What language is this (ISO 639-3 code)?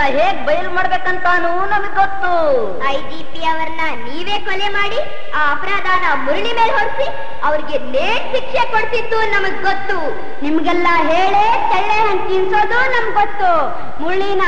kan